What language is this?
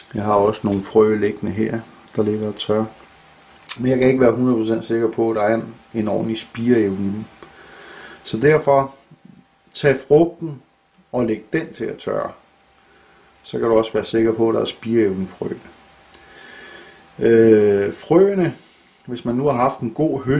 Danish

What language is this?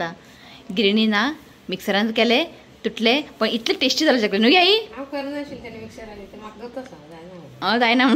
Konkani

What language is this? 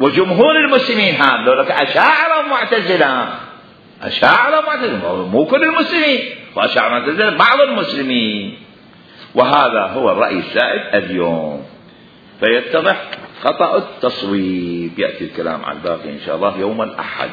Mesopotamian Arabic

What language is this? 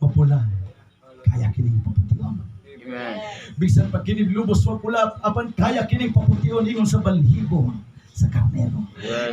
Cebuano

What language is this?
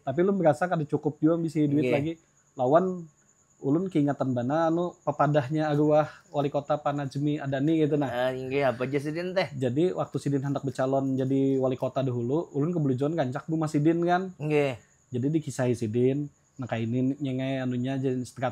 Banjar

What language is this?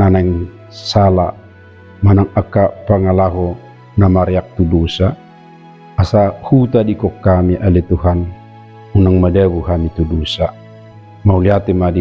Batak Toba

